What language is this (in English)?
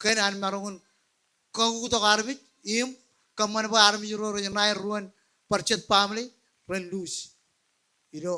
Marshallese